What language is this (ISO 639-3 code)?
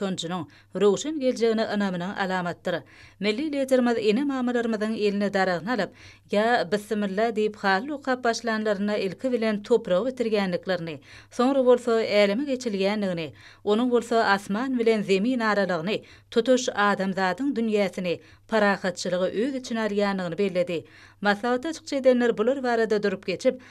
tuk